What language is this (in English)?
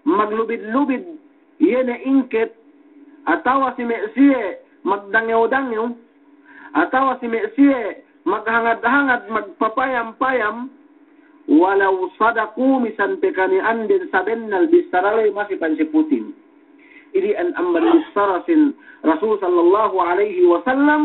Yakan